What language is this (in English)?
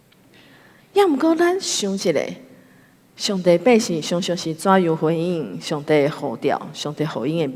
Min Nan Chinese